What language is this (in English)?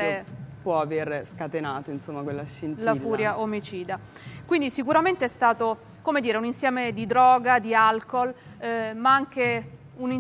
Italian